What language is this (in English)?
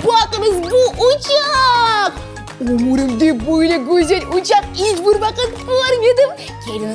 Crimean Tatar